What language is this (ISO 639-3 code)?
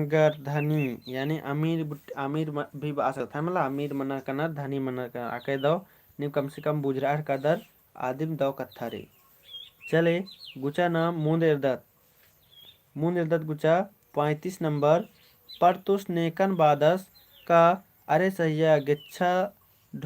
kru